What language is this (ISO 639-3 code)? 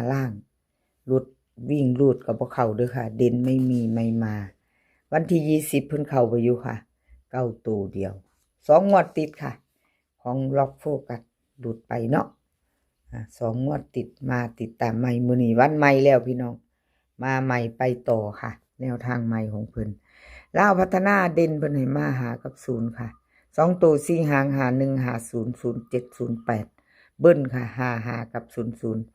tts